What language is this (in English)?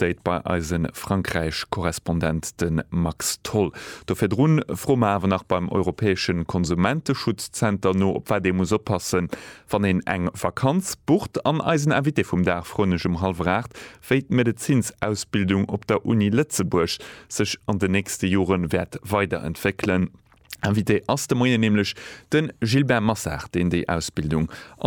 Luxembourgish